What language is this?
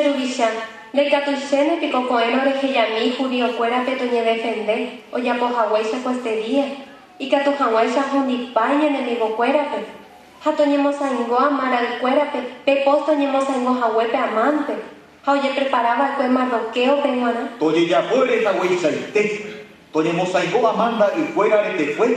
Guarani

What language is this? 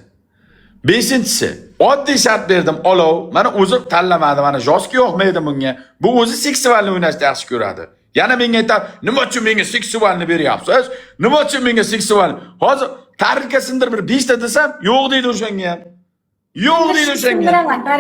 Uzbek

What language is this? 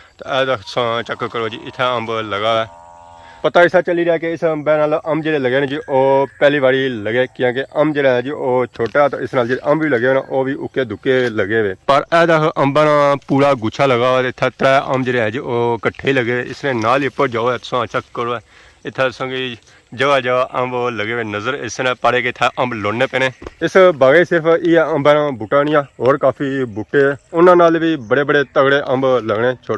Pahari-Potwari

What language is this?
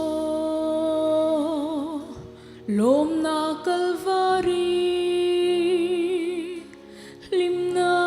Hmar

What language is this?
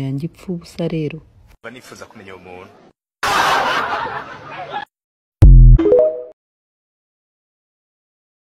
Kinyarwanda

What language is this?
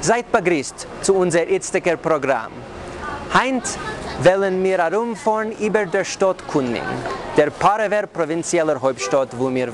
Yiddish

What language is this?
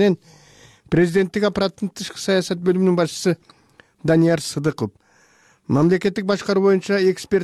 Kyrgyz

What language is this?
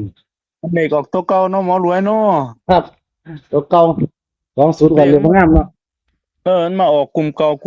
Northeastern Thai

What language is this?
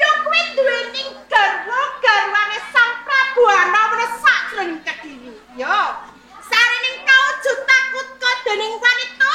Javanese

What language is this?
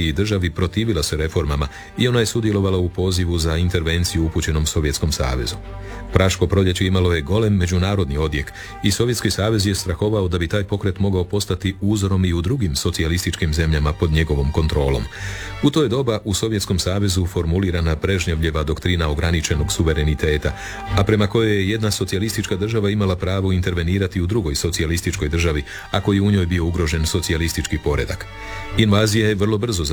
Croatian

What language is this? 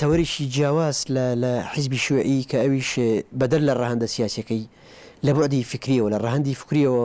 Central Kurdish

